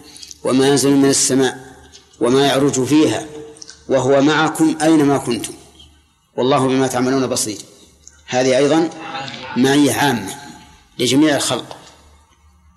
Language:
Arabic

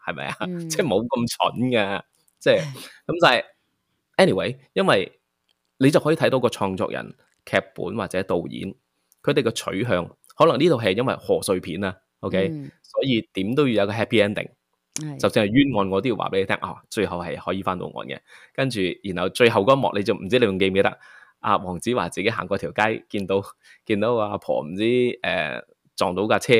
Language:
Cantonese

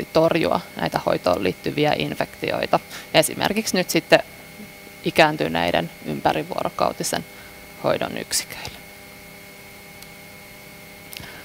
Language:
Finnish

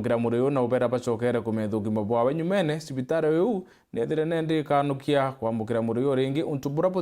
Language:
Meru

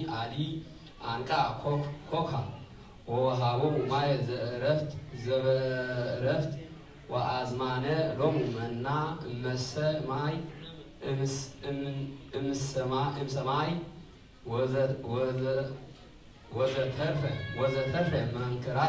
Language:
Geez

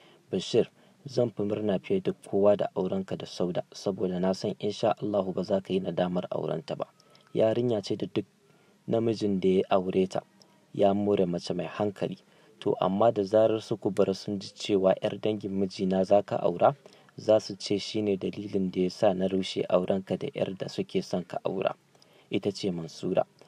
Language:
Hausa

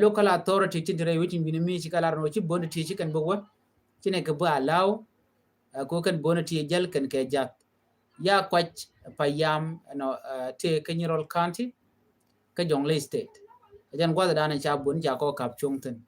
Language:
Nuer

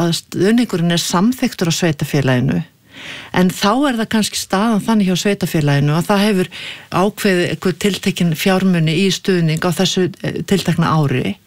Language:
Icelandic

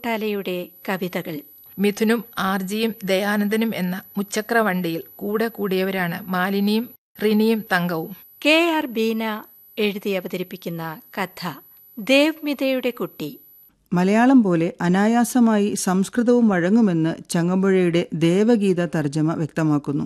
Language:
Malayalam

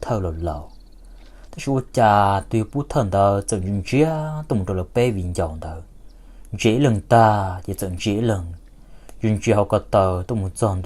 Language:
Hmong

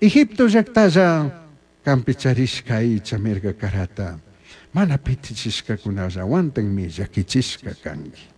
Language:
Chimborazo Highland Quichua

